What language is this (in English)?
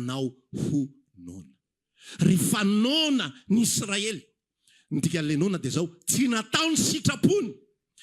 Malagasy